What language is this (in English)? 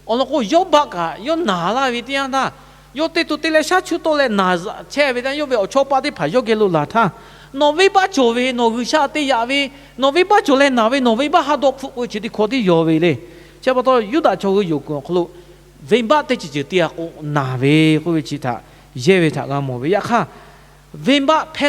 Lahu